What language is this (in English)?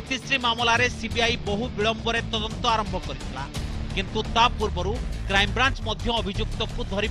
Odia